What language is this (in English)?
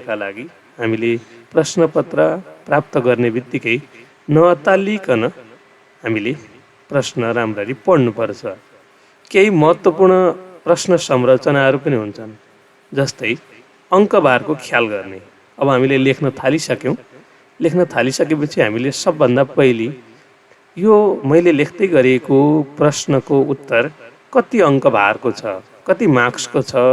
Nepali